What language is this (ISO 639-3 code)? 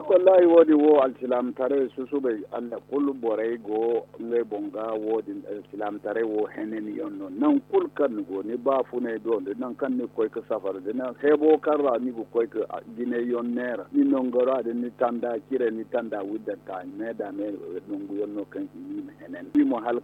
dje